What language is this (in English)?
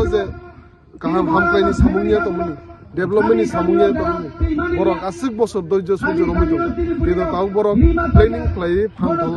Kok Borok